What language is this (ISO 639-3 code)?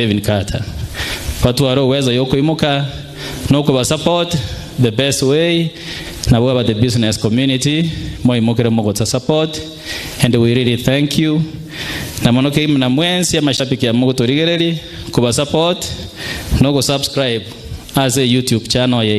guz